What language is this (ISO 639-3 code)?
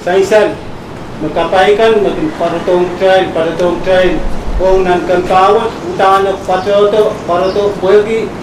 pon